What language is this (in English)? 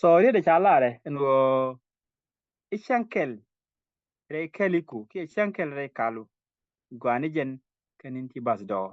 Nuer